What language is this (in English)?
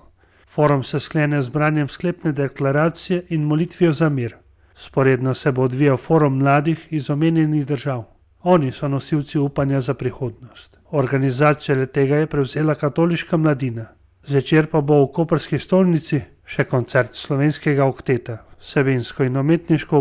Slovenian